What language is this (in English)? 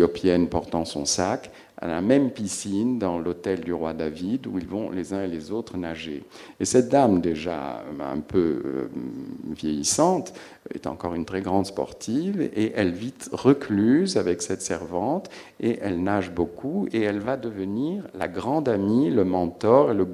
French